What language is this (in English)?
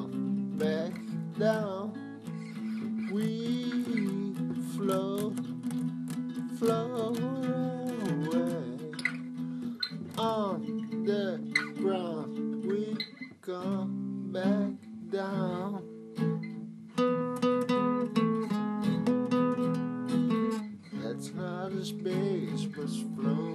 English